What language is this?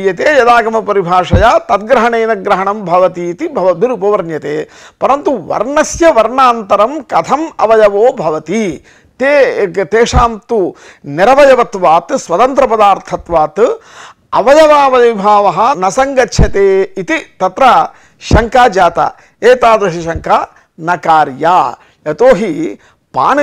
Sanskrit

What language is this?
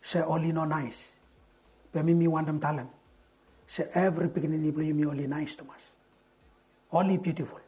Bislama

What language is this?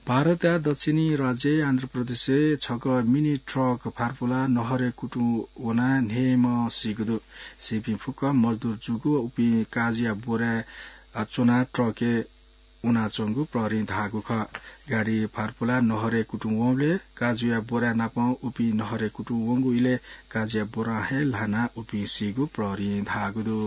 Newari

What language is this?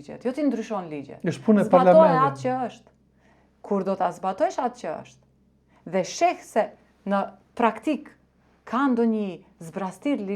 Albanian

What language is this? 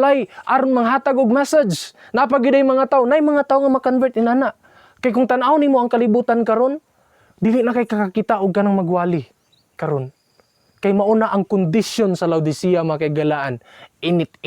Cebuano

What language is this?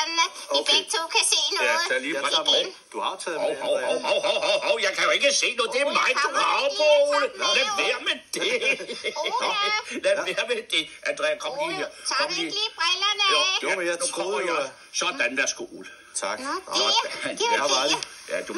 Danish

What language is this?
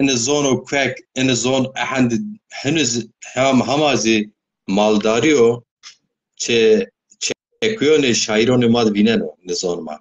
Zaza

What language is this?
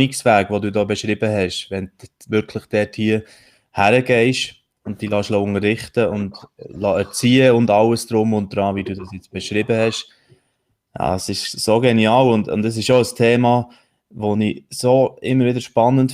Swiss German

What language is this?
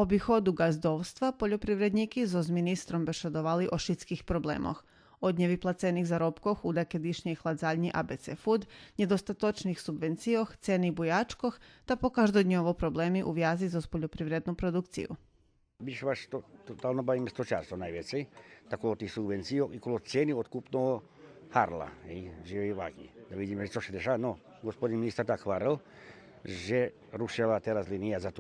Rusyn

